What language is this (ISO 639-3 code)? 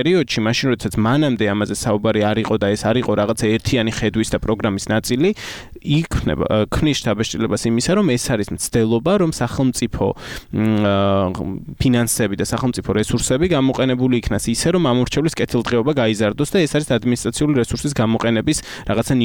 kat